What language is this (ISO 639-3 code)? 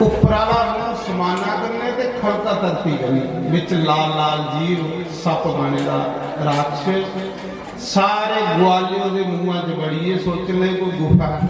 doi